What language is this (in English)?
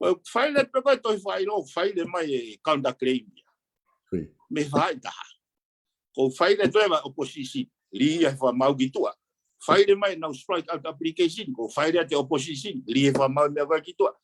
Tongan